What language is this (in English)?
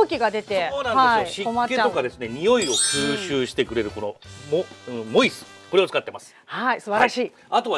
Japanese